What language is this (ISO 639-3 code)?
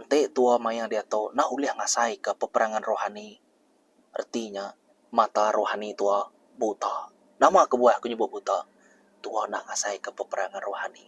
iba